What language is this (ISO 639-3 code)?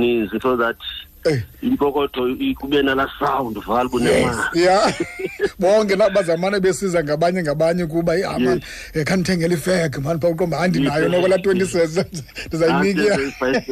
xho